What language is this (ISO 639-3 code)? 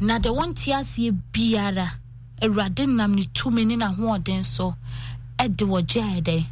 aka